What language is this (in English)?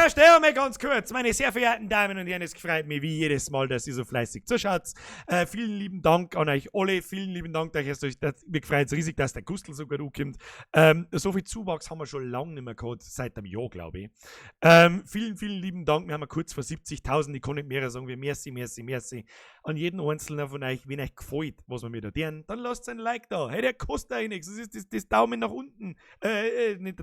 Bavarian